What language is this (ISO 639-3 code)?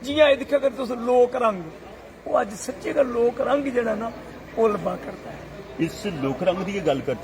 doi